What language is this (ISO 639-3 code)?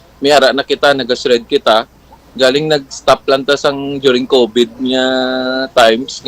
hil